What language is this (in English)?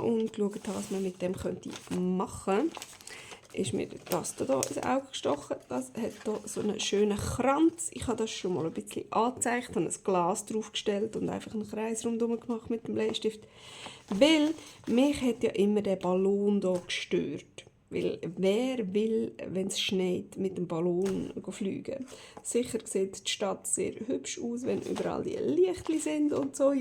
Swiss German